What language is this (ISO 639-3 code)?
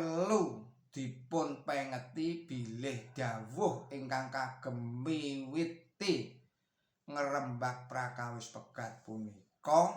jav